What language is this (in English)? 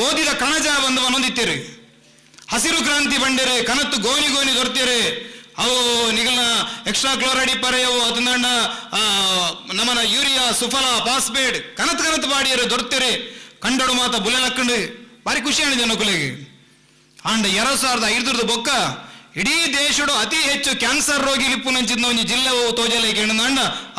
Tulu